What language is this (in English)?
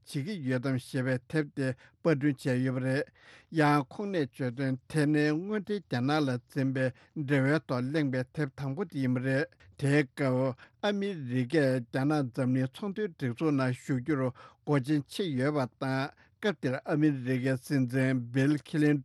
Tibetan